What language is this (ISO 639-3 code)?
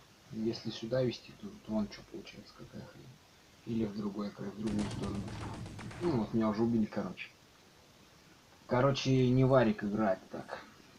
rus